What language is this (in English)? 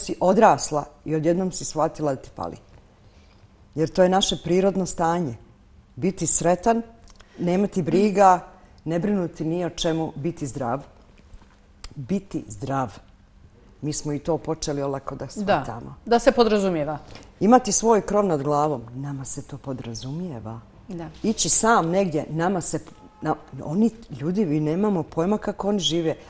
Bosnian